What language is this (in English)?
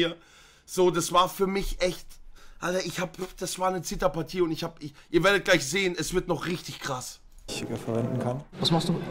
German